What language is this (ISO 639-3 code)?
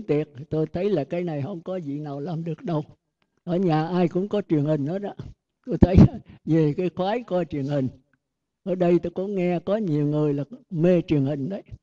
vie